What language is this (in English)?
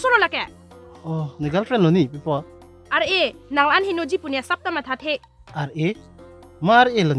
Karbi